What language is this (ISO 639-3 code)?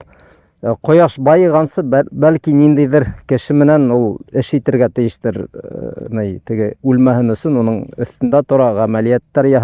bak